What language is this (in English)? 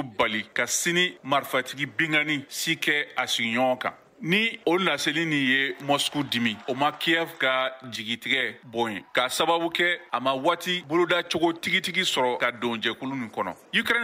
Bambara